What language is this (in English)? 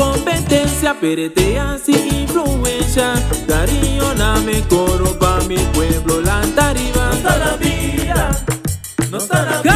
Papiamento